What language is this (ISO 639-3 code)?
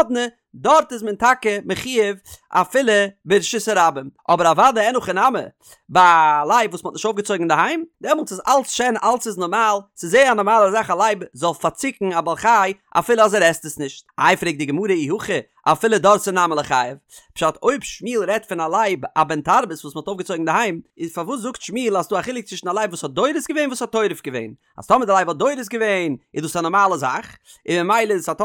yid